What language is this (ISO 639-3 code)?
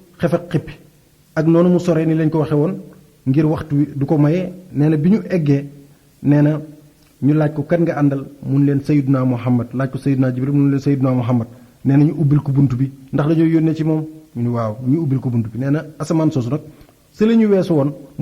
wol